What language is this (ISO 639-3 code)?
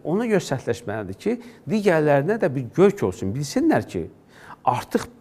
aze